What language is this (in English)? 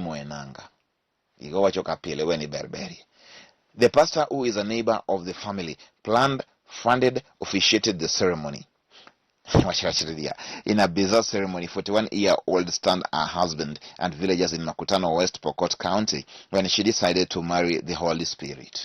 Luo (Kenya and Tanzania)